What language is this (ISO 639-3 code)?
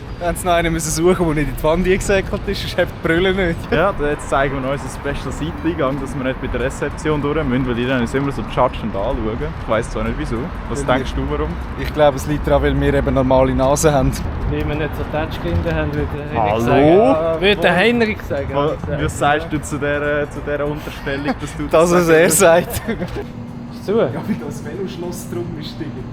gsw